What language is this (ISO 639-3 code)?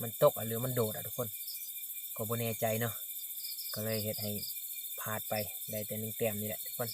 lao